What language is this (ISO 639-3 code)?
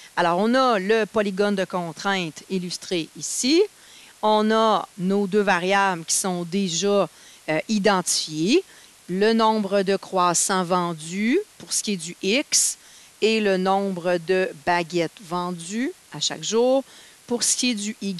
fra